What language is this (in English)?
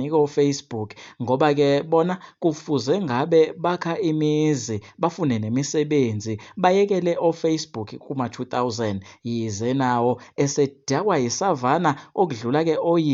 Zulu